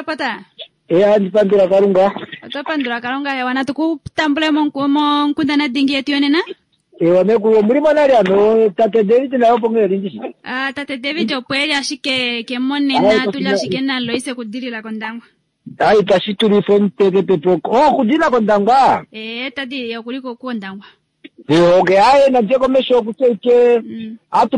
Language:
Kuanyama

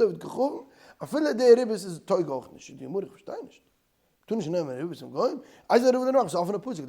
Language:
Yiddish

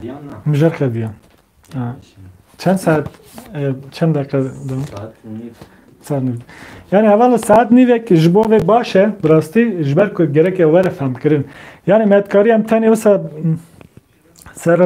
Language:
Kurdish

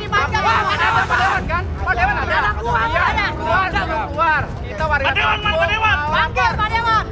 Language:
Betawi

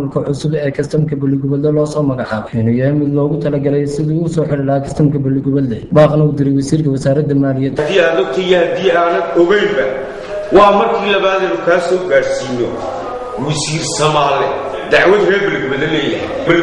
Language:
Somali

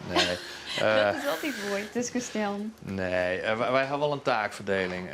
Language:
Western Frisian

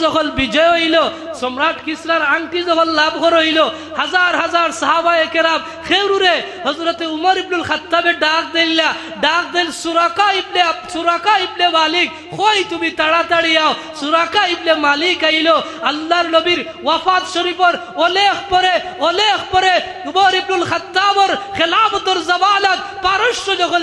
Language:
Sylheti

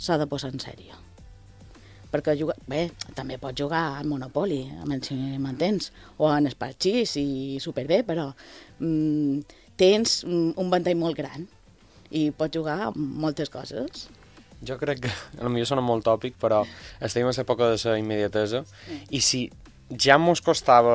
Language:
Catalan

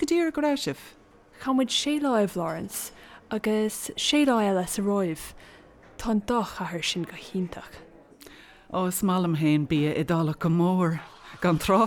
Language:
Irish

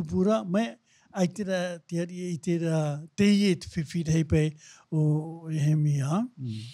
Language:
Tahitian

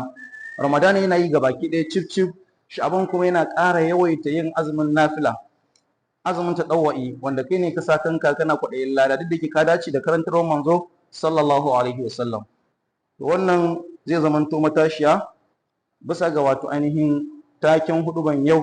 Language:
Hausa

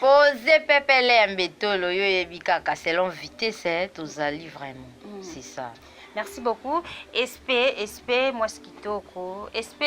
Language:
Lingala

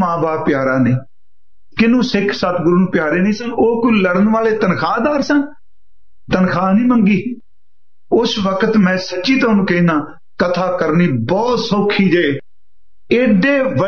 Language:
Punjabi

